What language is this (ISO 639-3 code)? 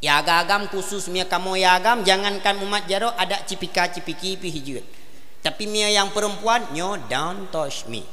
ace